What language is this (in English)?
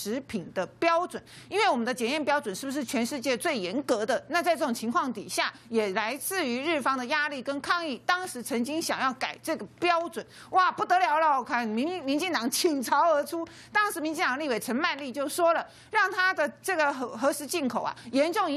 Chinese